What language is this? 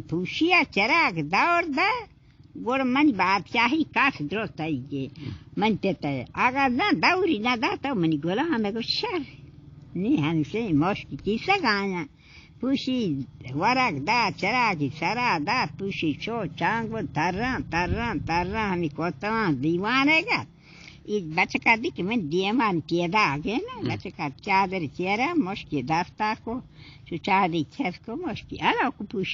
Baluchi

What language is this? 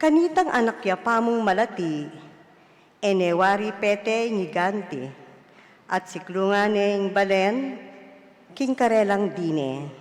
Pampanga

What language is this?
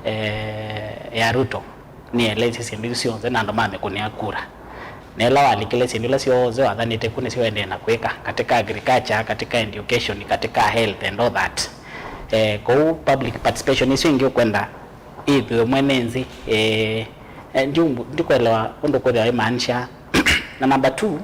Kamba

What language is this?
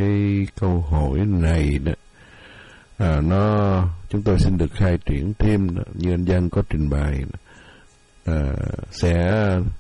Vietnamese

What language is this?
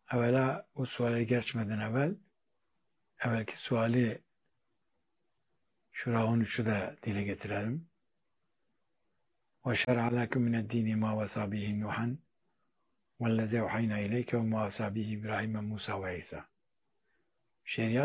Turkish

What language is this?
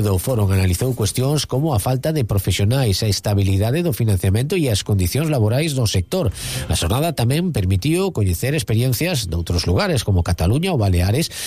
Galician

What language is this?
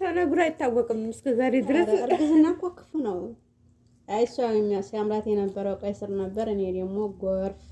Amharic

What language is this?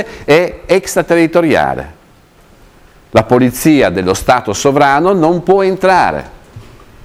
Italian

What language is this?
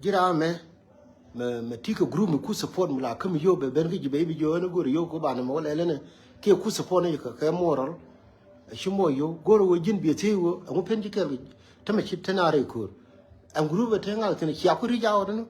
Nuer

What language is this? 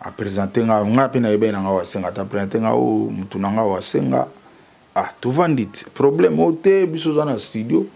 Lingala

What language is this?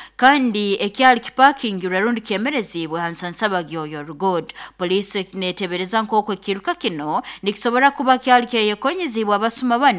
Nyoro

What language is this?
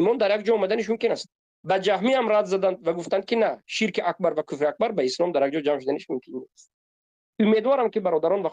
Tajik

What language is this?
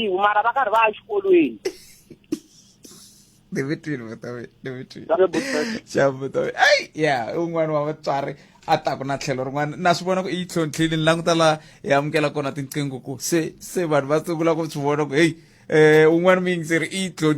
Tsonga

